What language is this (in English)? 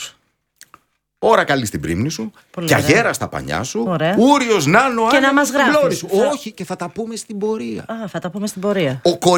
Greek